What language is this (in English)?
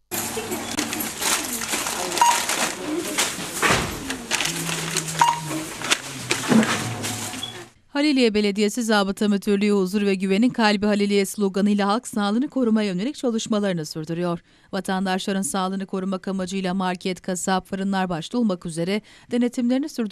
Turkish